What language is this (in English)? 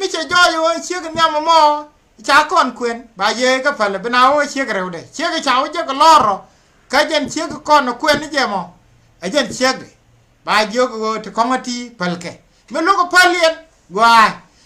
Nuer